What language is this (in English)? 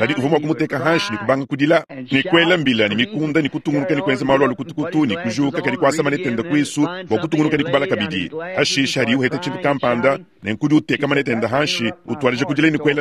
Luba-Lulua